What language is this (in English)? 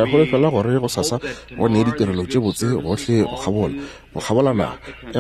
Northern Sotho